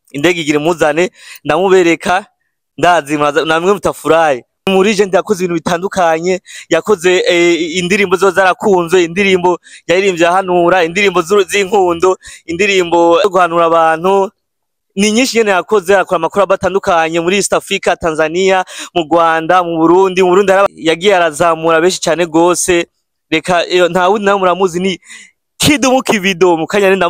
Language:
Rundi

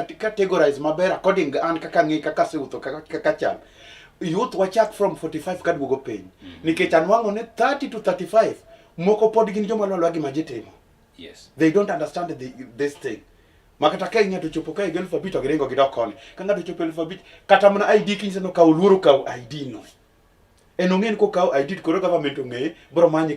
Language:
Luo (Kenya and Tanzania)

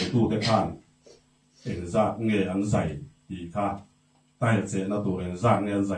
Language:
Mizo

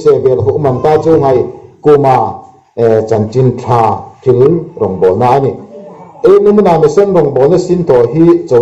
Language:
Hmar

